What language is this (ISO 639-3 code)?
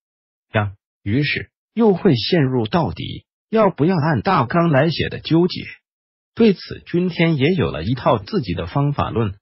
zho